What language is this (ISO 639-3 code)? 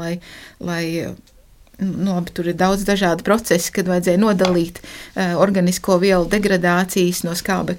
lav